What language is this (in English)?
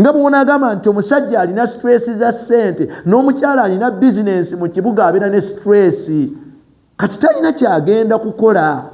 Ganda